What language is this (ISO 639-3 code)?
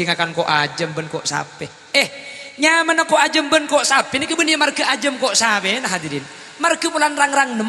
mad